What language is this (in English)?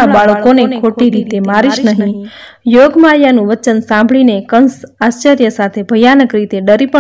Gujarati